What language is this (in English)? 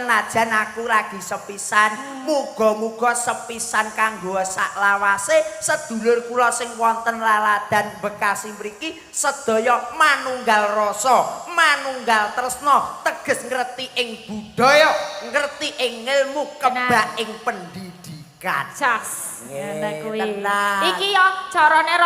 Javanese